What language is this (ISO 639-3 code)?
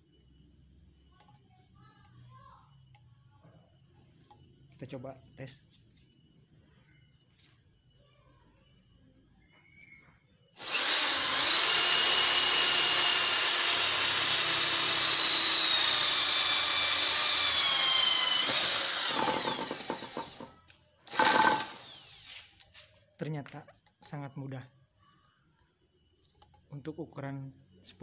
ind